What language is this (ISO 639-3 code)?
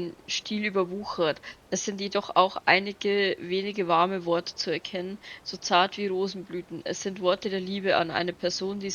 bar